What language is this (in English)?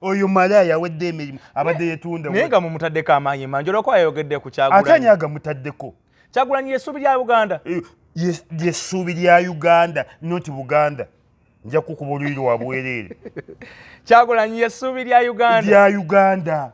Ganda